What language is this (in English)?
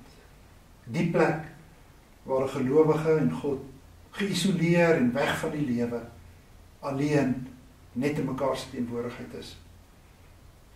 Afrikaans